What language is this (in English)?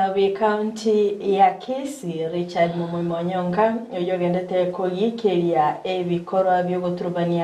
Gusii